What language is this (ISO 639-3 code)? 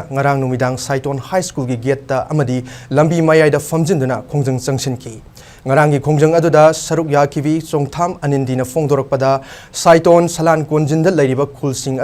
mni